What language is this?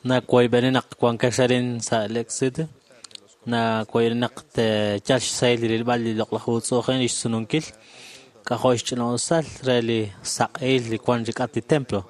Kekchí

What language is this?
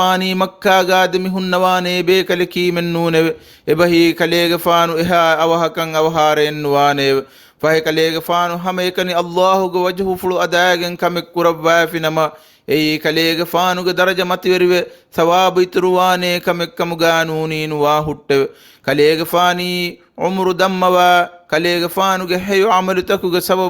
Divehi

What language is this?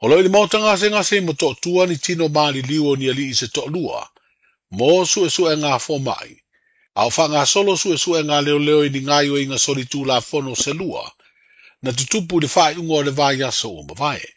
Samoan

